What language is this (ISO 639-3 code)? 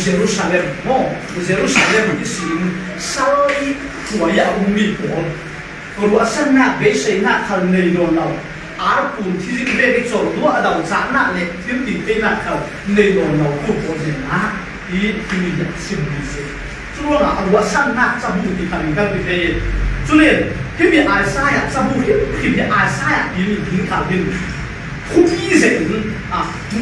cfm